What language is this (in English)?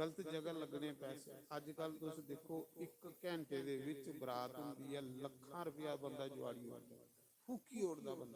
Dogri